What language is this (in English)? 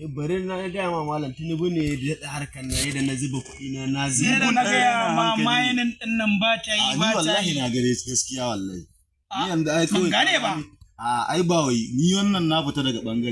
Hausa